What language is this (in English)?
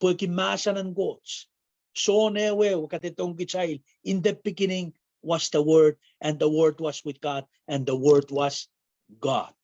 Pohnpeian